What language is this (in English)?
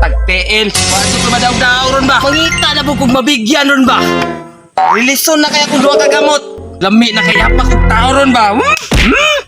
Cebuano